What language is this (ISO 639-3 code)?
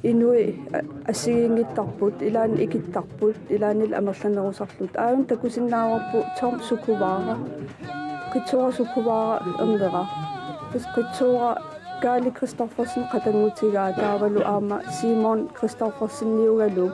kal